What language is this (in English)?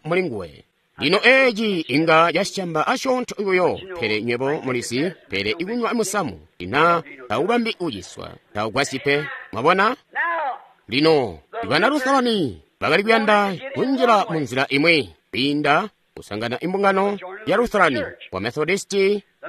Tonga (Zambia)